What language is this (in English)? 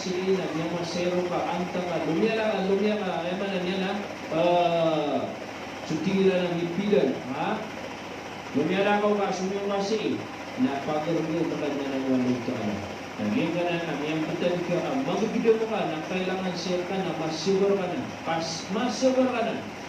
Maranao